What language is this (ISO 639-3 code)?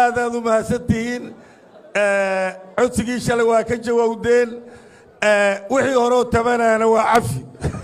som